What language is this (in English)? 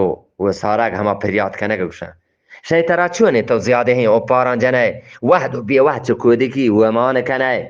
Eastern Balochi